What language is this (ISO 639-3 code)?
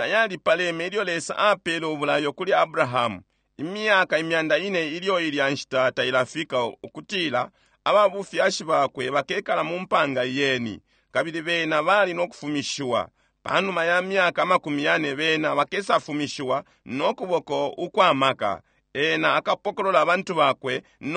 bem